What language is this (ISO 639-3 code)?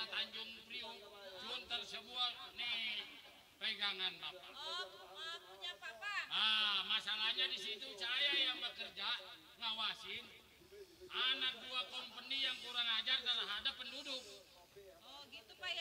bew